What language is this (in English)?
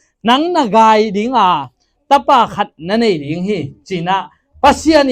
Tedim Chin